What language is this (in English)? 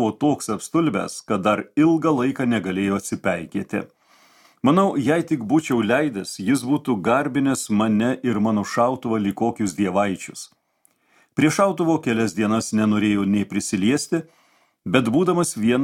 Lithuanian